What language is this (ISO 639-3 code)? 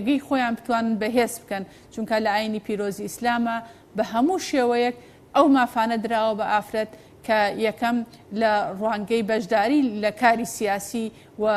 ckb